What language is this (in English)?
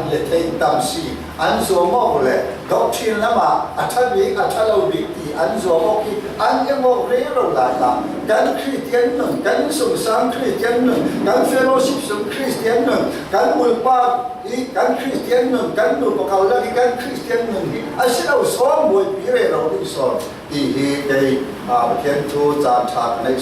Falam Chin